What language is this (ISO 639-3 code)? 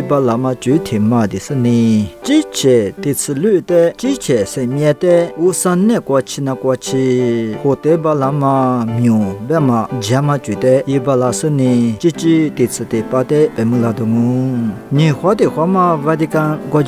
lis